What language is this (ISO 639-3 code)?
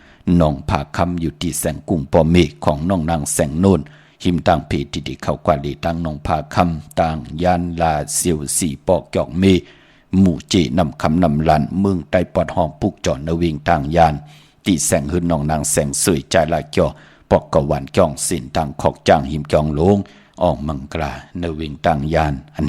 shn